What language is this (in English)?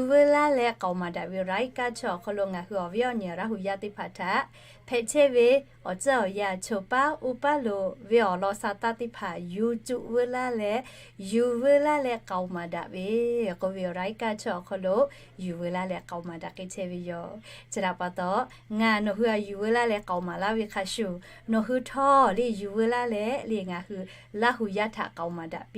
Lahu